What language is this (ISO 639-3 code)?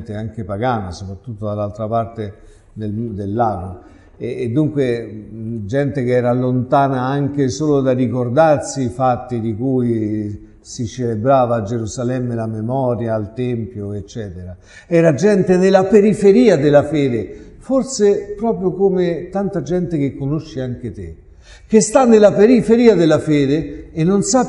ita